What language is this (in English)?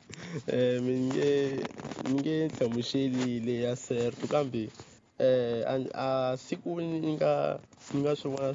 Tsonga